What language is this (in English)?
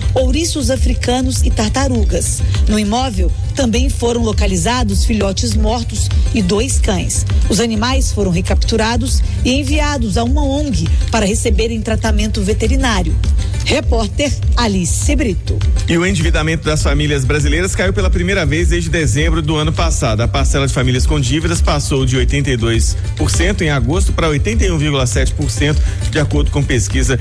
Portuguese